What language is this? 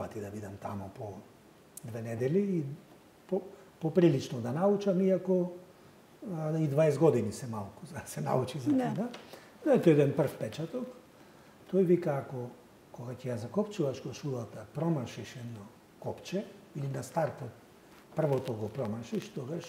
Macedonian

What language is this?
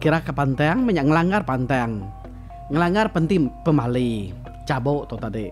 Iban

